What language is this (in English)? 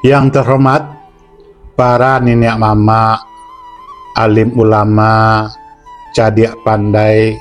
Minangkabau